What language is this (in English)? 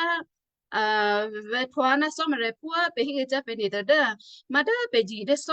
Western Kayah